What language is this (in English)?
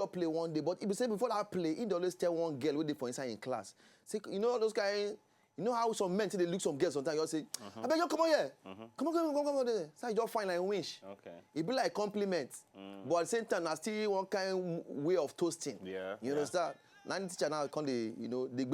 Nigerian Pidgin